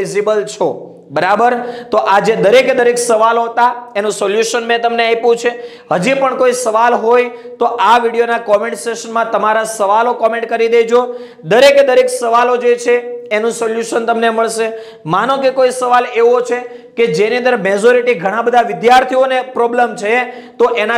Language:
Gujarati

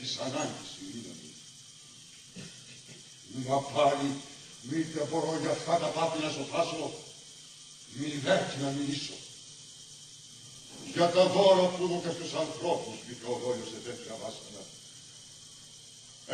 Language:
Greek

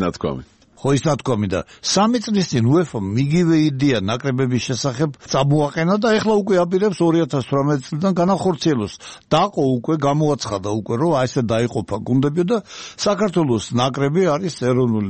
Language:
Georgian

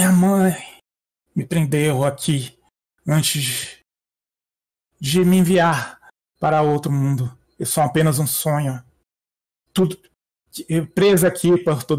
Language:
Portuguese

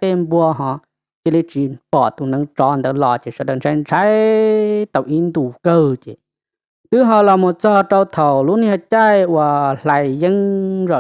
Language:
Hmong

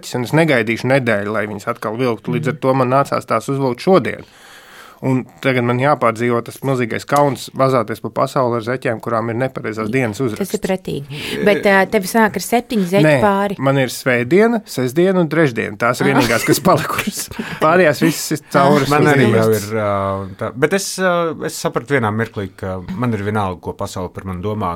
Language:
Latvian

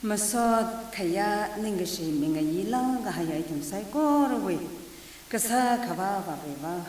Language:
Tangkhul Naga (India)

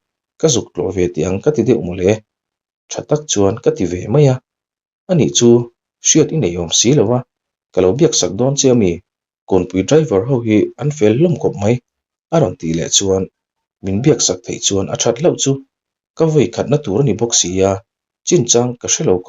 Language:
Mizo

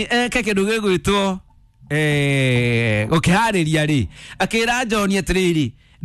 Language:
Kikuyu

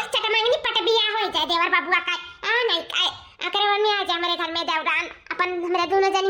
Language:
Awadhi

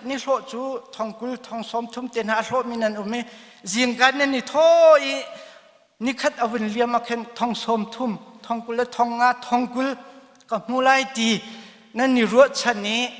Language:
Hakha Chin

